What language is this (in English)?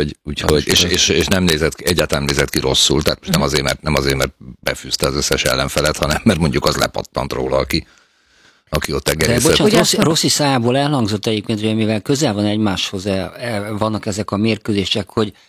Hungarian